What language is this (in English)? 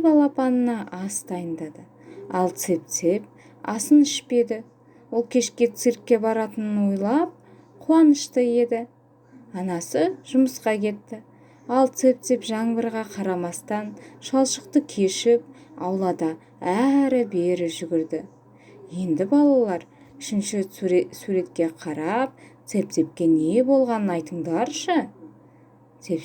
Kazakh